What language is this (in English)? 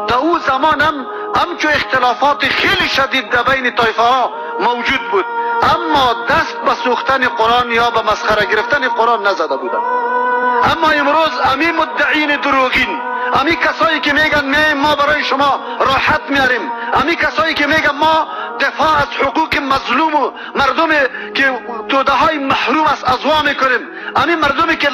Persian